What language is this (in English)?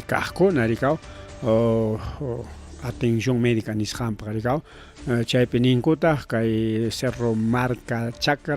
Ayacucho Quechua